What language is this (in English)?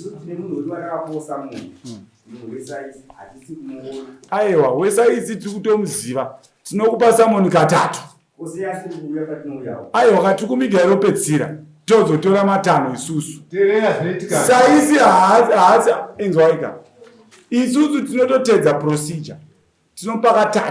Shona